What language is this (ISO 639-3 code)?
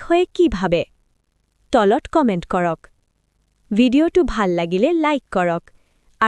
asm